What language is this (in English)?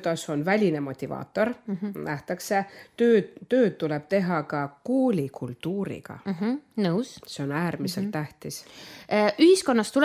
Estonian